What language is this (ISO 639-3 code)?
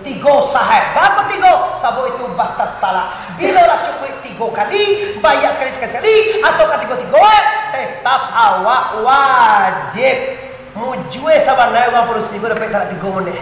min